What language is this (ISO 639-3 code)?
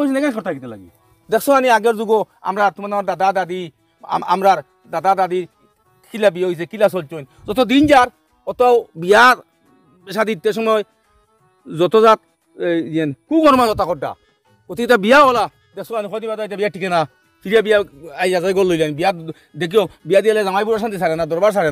syl